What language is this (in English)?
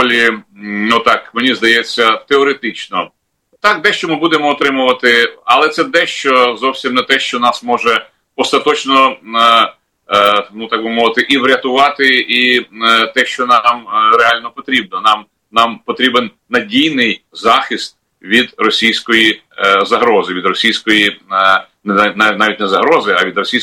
Ukrainian